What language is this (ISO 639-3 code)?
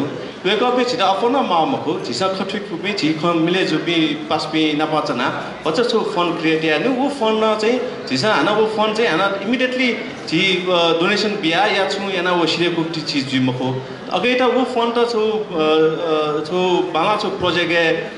new